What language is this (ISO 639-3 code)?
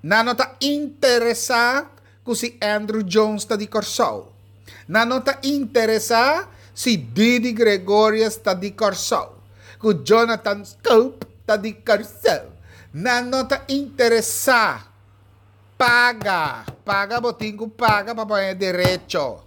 pap